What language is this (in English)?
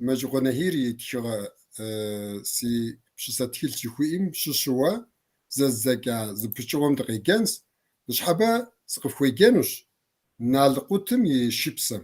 Kabardian